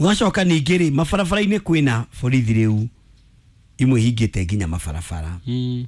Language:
Kikuyu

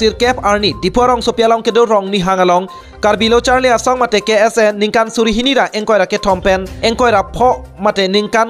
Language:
Karbi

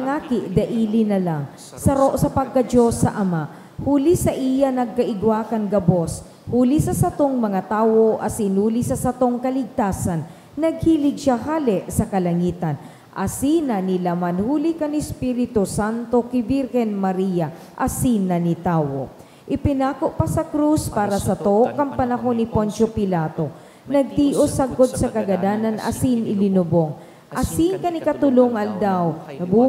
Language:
Bikol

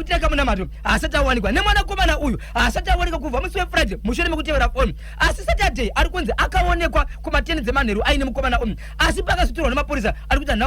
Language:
Shona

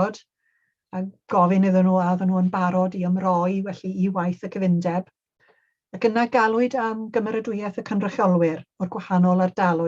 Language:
Welsh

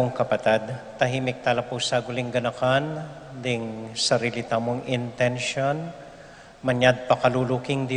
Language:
Pampanga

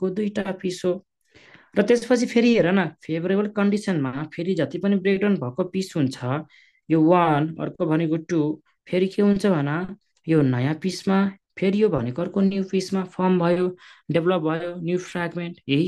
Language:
Nepali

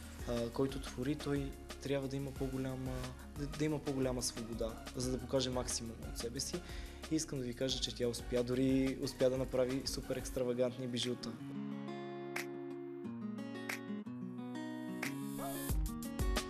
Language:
Bulgarian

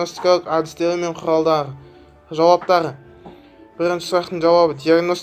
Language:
Kazakh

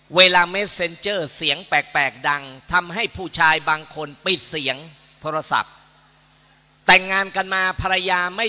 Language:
Thai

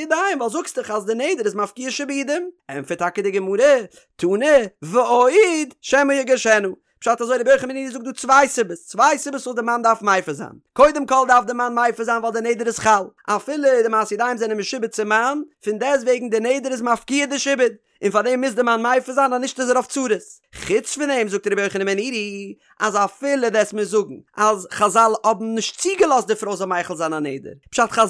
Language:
Yiddish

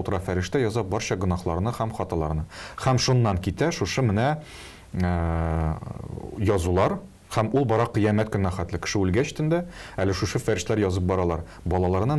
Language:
Tatar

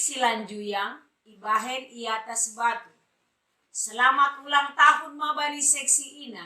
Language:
Batak Simalungun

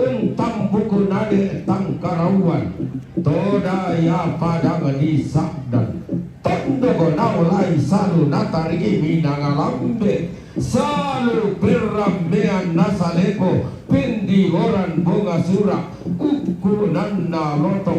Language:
Toraja-Sa'dan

